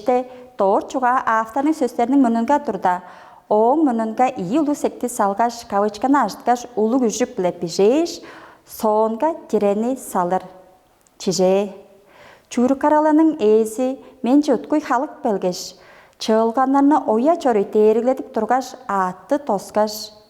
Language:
Tuvinian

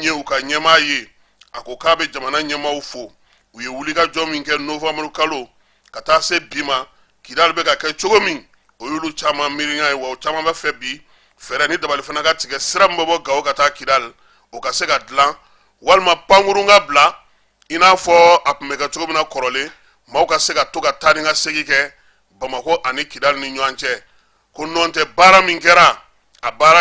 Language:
Bambara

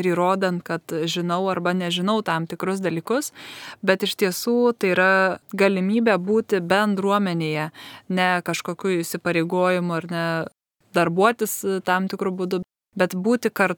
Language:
Lithuanian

